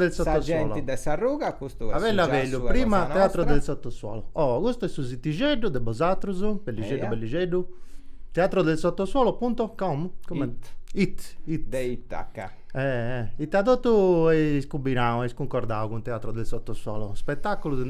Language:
Sardinian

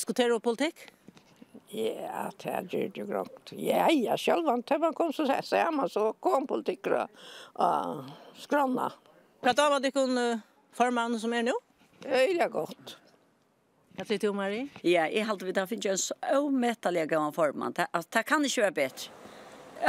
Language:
Faroese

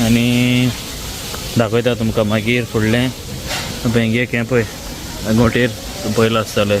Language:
Konkani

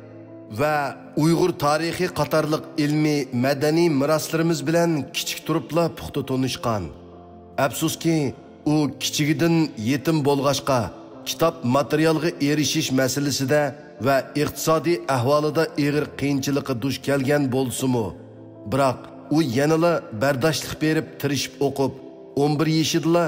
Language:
Uyghur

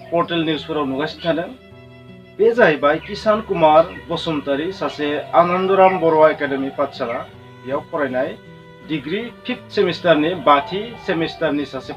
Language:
Bodo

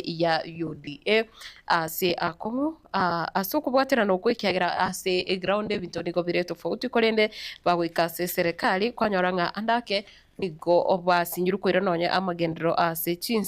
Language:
Gusii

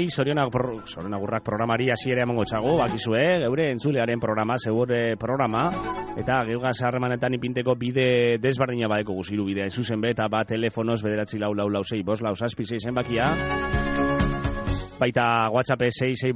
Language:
Basque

